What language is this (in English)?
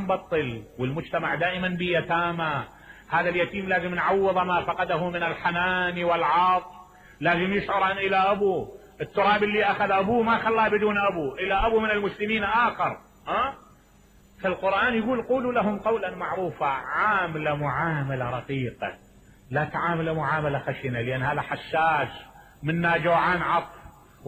Mesopotamian Arabic